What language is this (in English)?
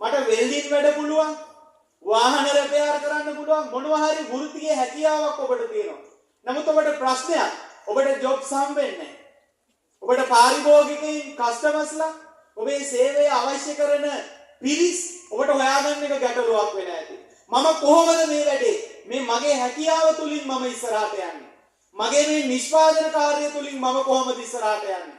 Sinhala